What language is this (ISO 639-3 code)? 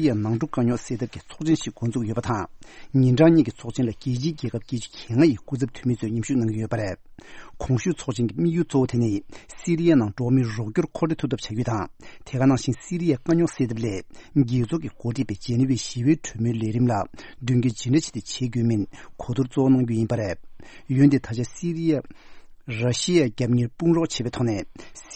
bod